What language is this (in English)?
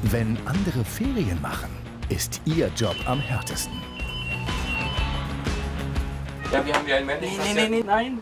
German